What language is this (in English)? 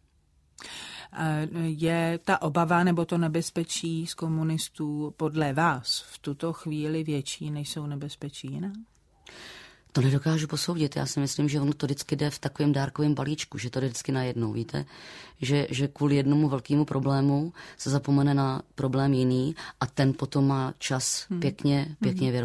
Czech